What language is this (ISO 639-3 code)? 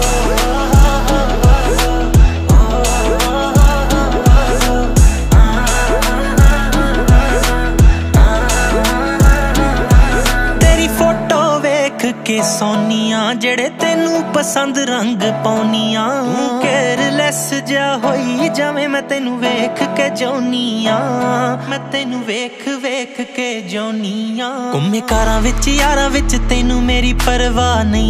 pan